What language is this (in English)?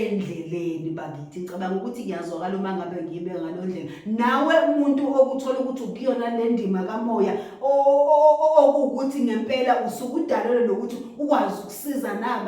Zulu